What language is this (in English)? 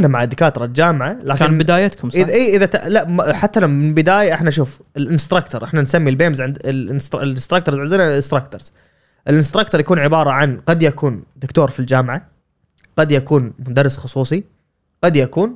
Gulf Arabic